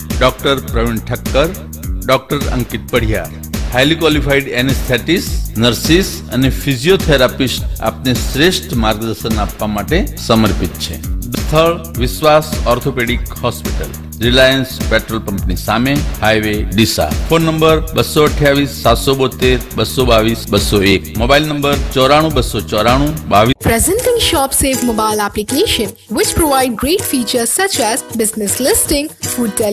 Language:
Gujarati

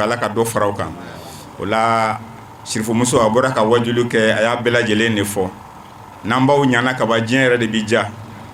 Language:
Bambara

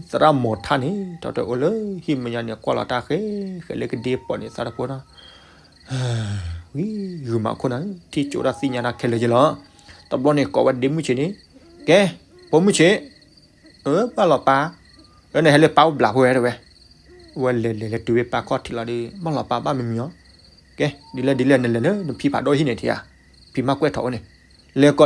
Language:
S'gaw Karen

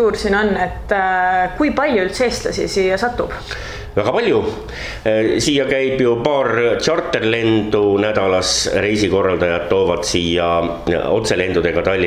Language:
Estonian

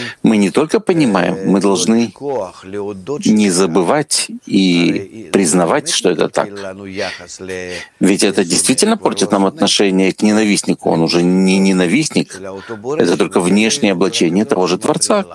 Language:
Russian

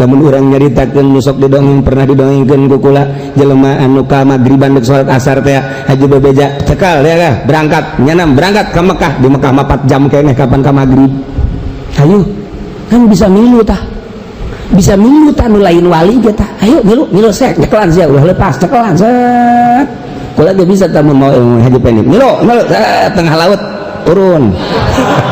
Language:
Sundanese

